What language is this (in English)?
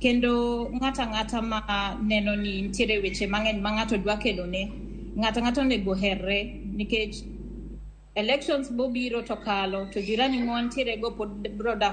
Luo (Kenya and Tanzania)